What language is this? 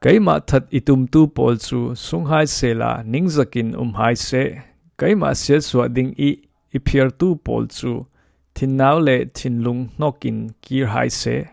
Falam Chin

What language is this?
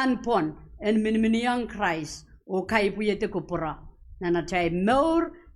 Pohnpeian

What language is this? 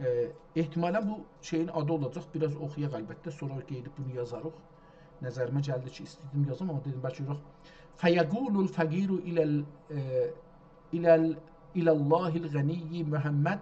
South Azerbaijani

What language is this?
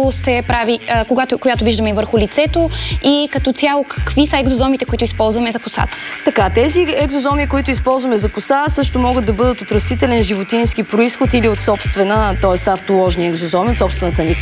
Bulgarian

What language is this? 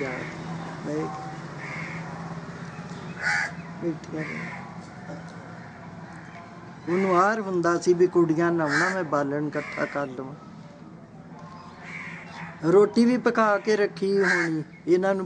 Punjabi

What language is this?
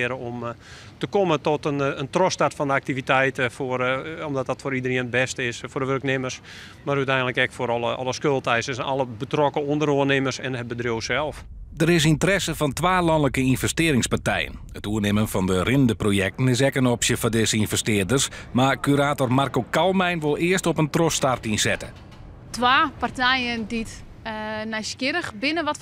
Western Frisian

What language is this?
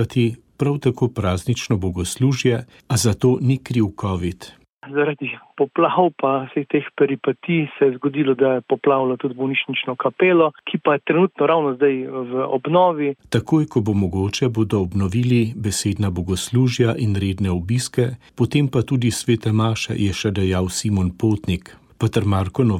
Slovenian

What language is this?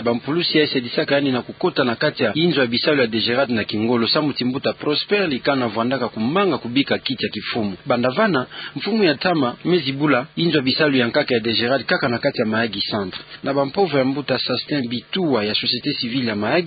Kituba (Democratic Republic of Congo)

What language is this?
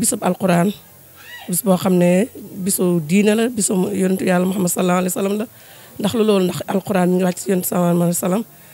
Wolof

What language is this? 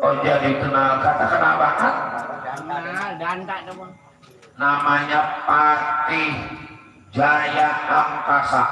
Betawi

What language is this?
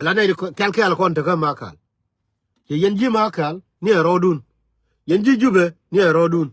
Nuer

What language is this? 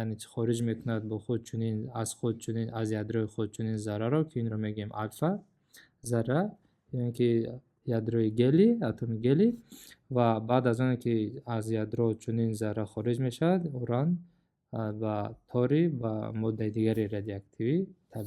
Tajik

